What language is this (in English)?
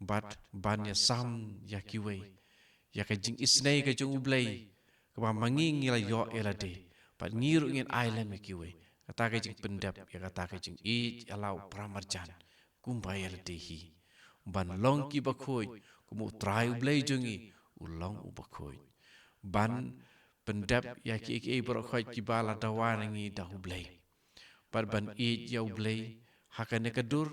Khasi